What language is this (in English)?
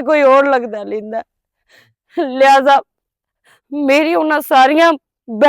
Western Panjabi